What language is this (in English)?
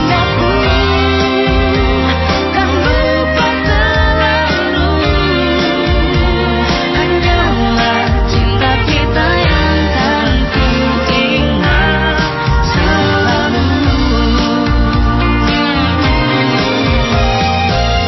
Indonesian